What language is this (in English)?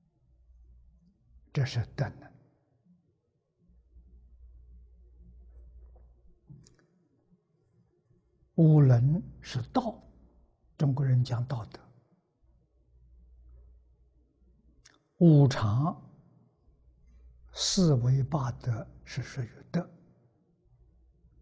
Chinese